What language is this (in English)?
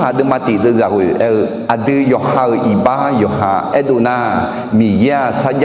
Akha